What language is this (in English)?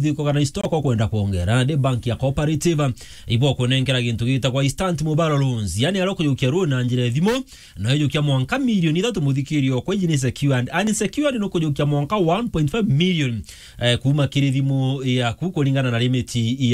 Meru